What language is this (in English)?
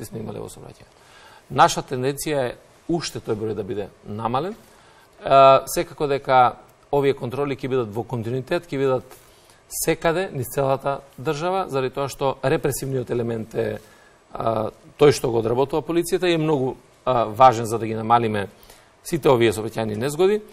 Macedonian